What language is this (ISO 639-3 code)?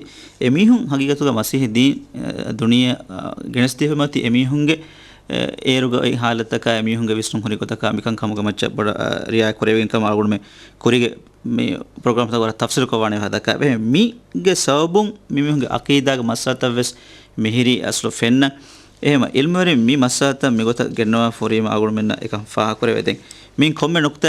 div